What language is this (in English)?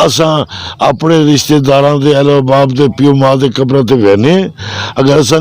Saraiki